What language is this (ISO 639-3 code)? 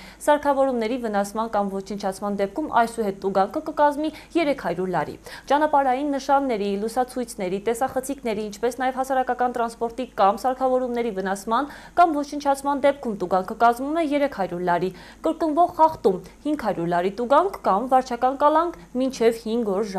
hye